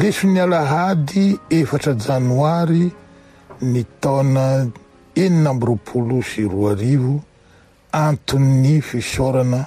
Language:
Malagasy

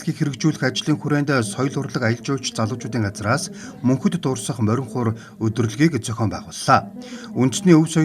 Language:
Mongolian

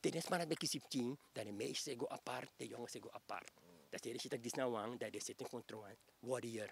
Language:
Sranan Tongo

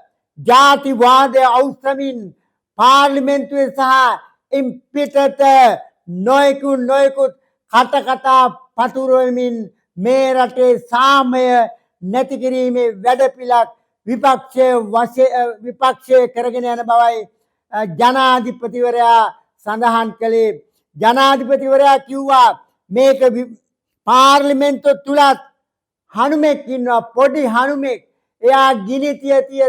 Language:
Sinhala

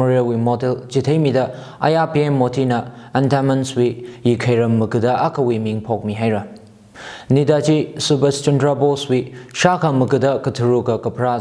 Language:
Tangkhul Naga (India)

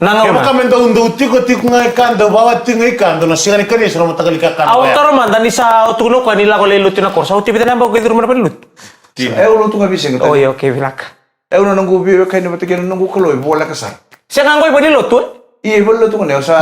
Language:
Fijian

